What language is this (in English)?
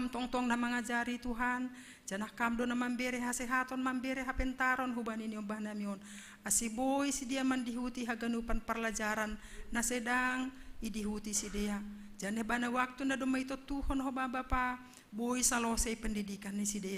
Batak Simalungun